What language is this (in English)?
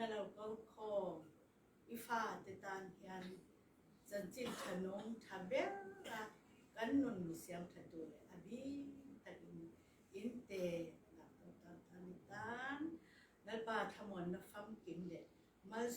Hakha Chin